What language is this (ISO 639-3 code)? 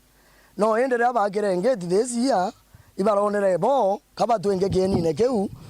mer